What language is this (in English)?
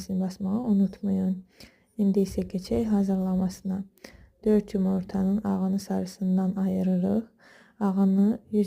Azerbaijani